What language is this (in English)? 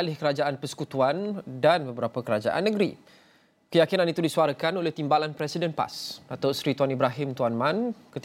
Malay